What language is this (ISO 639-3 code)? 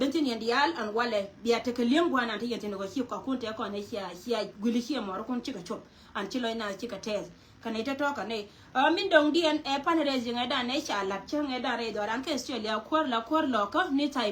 nus